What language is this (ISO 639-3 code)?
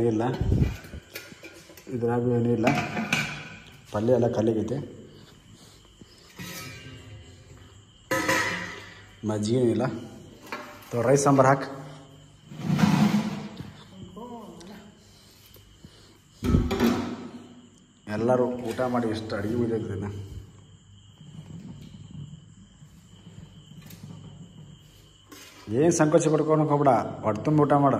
kan